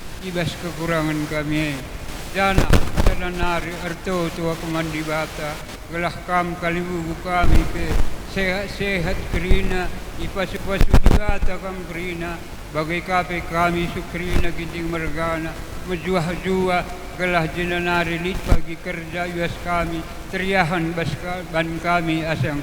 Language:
Batak Karo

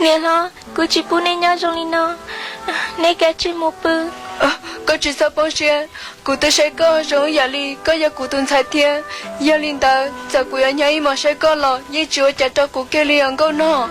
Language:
Hmong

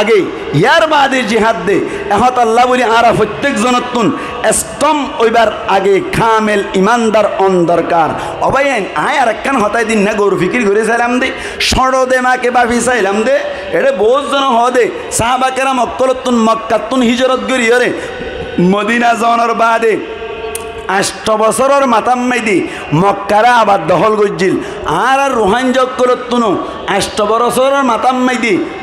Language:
Rohingya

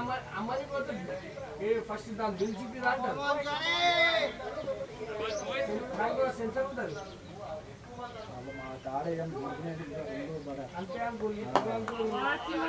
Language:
Telugu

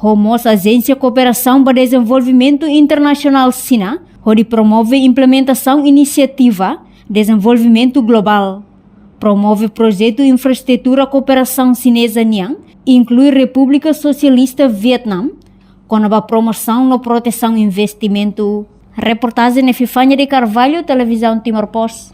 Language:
Tetum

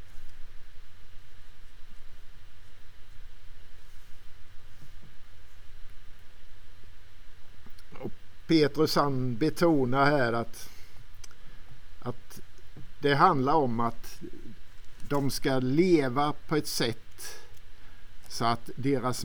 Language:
Swedish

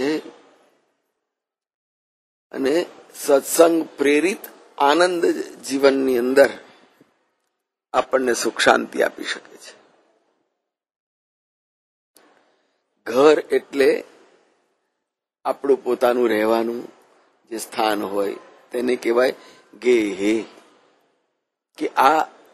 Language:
Gujarati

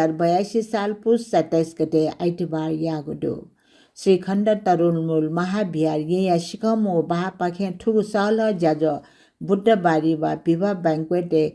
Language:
Newari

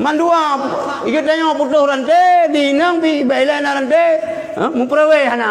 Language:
Achinese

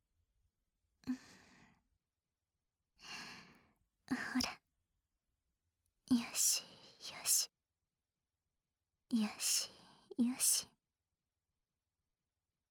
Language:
Japanese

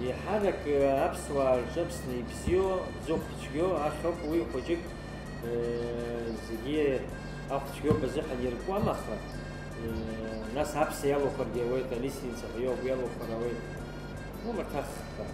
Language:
Abkhazian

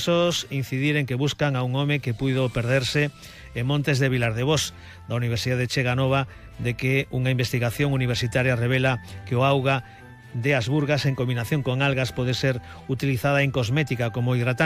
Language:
Galician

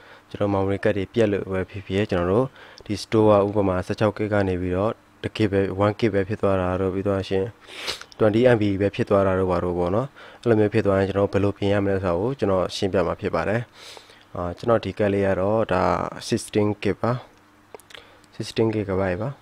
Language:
Burmese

